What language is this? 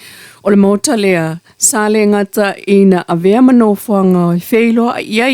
Samoan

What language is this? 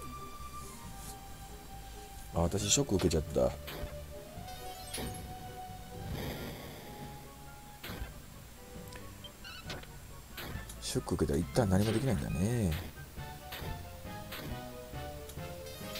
Japanese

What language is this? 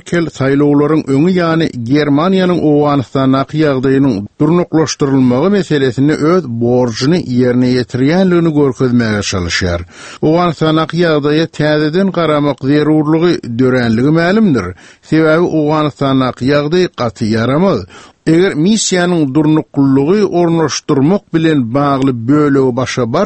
Turkmen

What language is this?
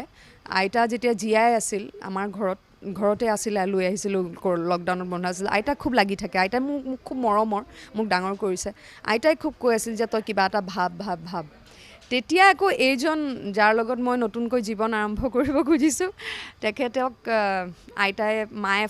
Assamese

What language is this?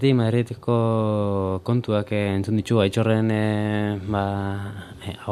Basque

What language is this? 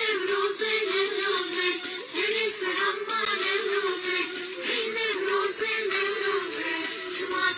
Zaza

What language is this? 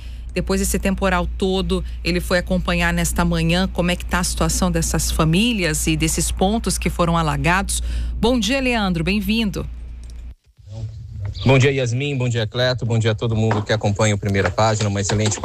Portuguese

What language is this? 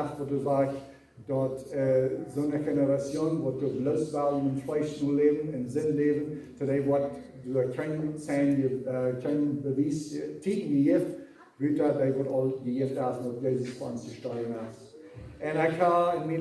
Plautdietsch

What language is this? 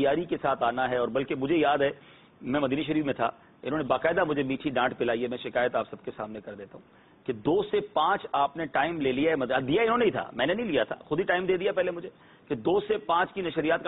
Urdu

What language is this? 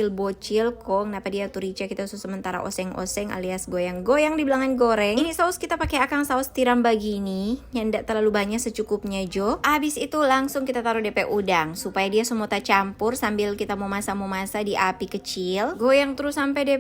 Manado Malay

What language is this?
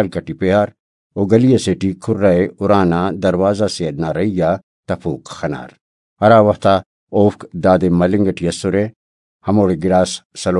Brahui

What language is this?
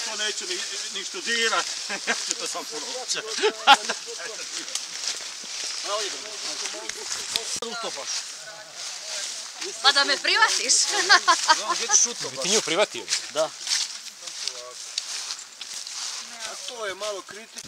Croatian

